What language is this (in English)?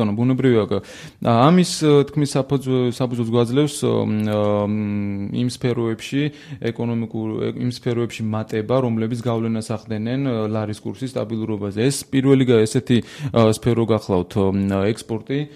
Georgian